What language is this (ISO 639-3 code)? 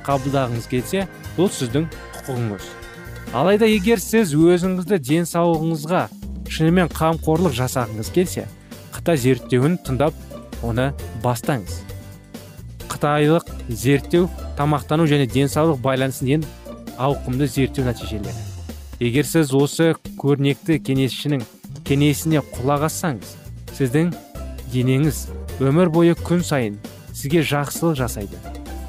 kaz